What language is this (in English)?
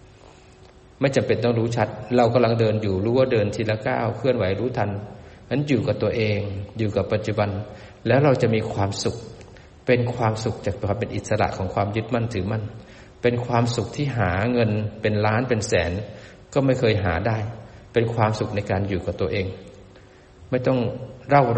Thai